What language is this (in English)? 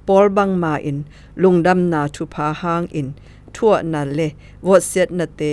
Zou